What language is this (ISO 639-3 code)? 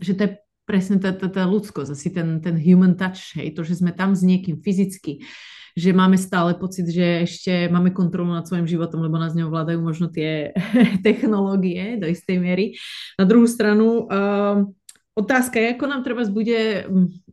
slk